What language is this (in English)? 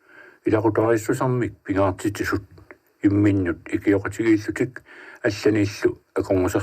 Kalaallisut